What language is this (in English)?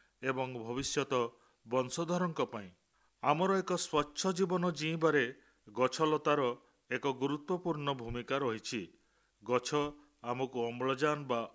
Odia